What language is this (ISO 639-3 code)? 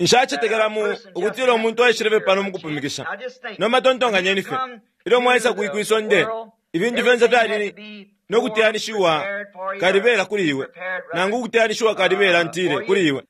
bem